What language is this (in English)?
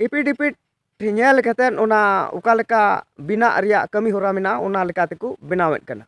Santali